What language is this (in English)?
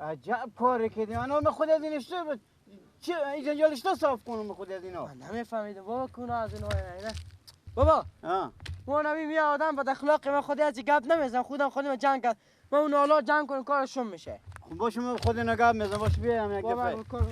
Persian